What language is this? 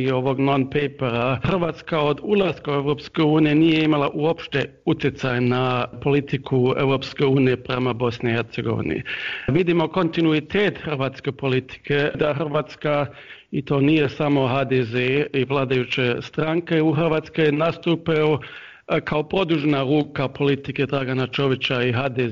Bosnian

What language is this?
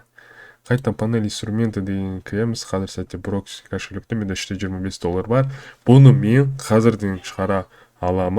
Kazakh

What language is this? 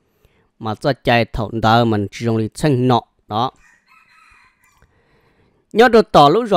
Vietnamese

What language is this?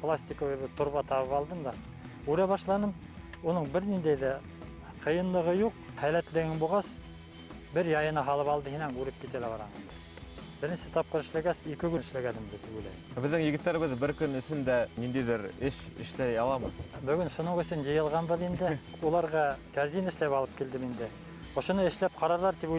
Bashkir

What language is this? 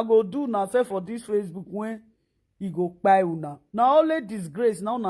Nigerian Pidgin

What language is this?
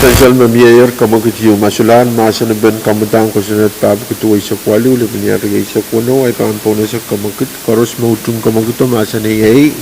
Pohnpeian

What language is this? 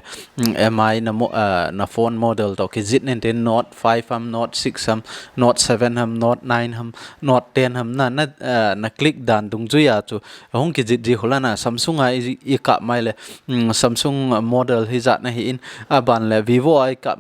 Thado Chin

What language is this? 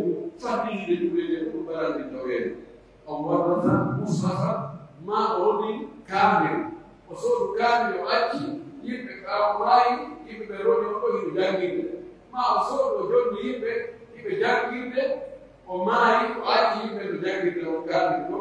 Pular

